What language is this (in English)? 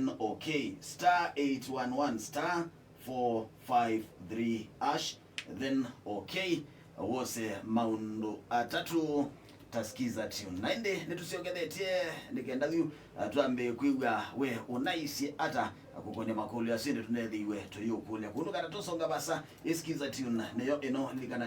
Kamba